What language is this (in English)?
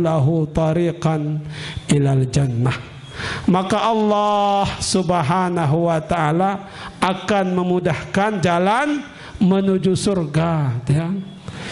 Sasak